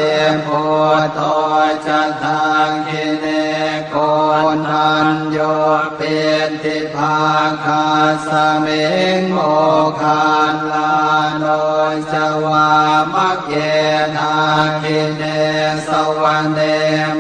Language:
Pali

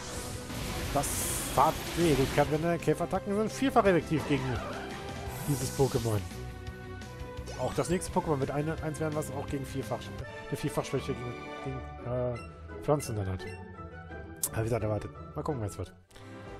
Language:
German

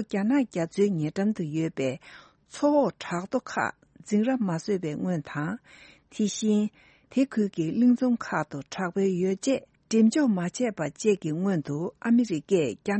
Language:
Tibetan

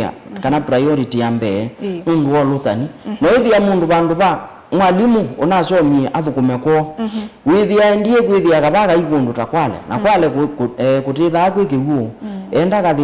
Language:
Kamba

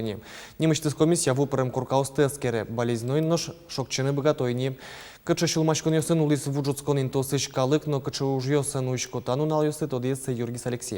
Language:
Udmurt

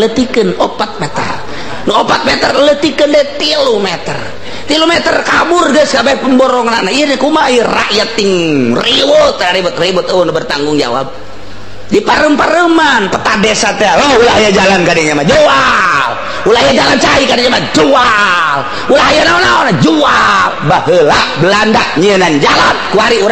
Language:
Sundanese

